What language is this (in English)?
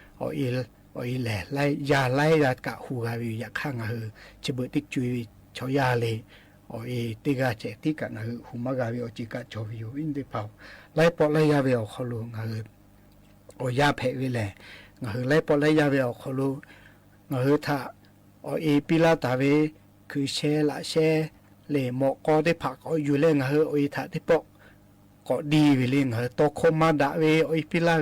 Lahu